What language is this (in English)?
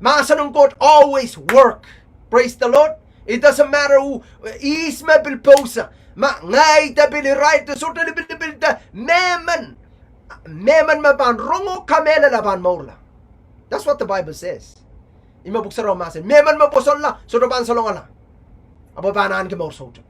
Pohnpeian